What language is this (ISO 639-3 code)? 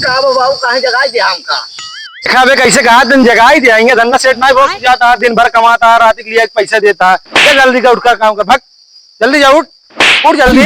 awa